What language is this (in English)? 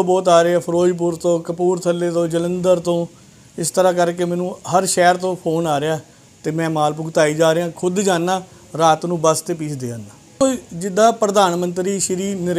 Punjabi